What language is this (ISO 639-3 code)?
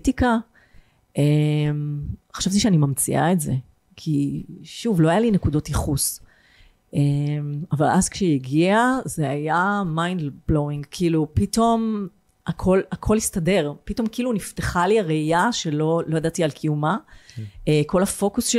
heb